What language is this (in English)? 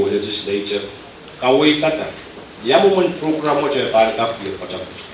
Pohnpeian